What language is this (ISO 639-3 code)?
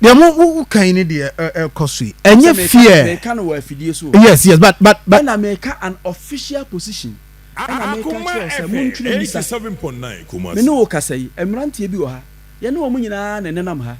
aka